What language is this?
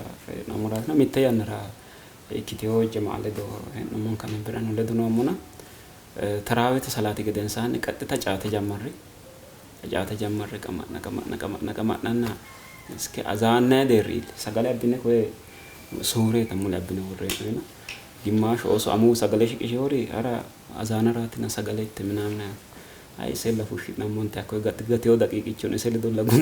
Sidamo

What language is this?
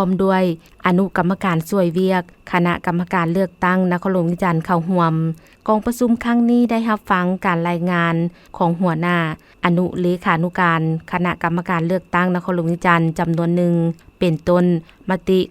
Lao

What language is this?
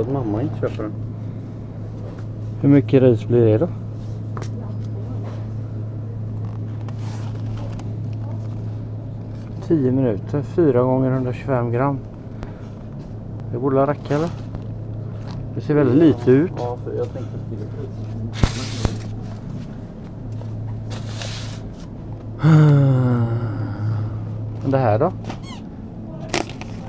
Swedish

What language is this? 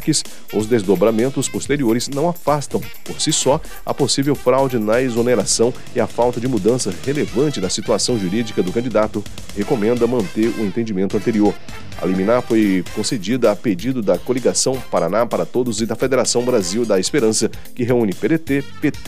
Portuguese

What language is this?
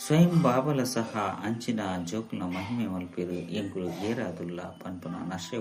Tulu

